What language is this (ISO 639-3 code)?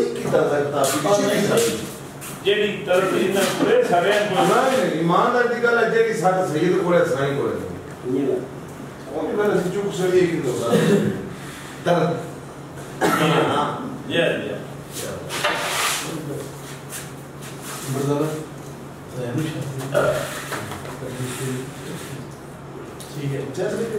pan